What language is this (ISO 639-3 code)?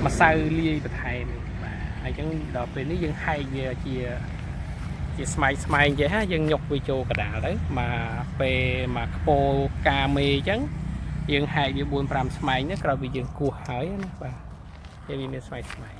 khm